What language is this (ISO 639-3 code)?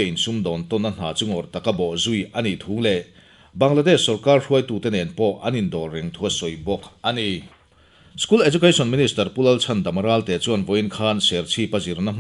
lus